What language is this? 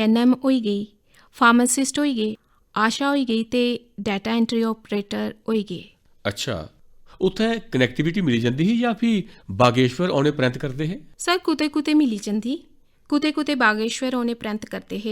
Dogri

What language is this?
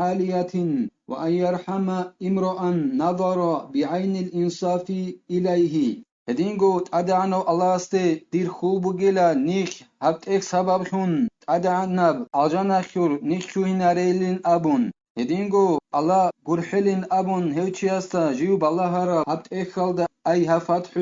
Avaric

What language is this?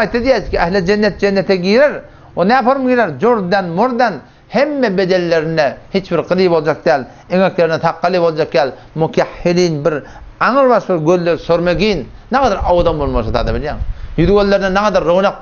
Turkmen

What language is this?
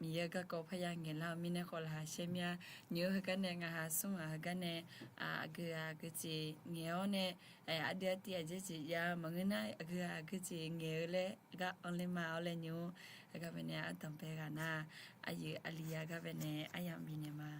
Akha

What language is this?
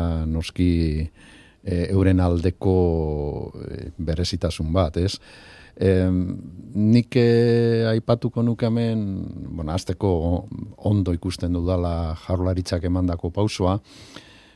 Basque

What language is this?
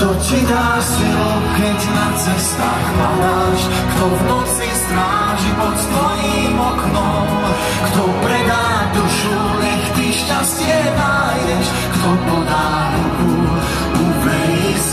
Slovak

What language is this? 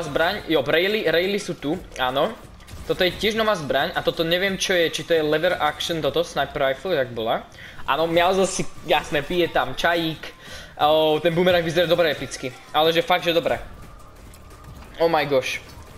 Slovak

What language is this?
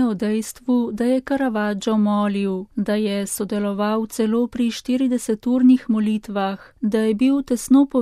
Slovenian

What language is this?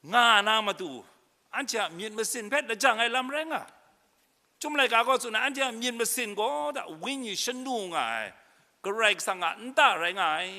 Kachin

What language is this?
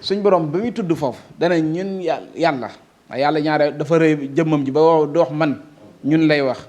Wolof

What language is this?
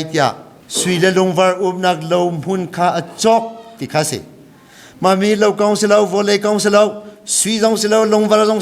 Hakha Chin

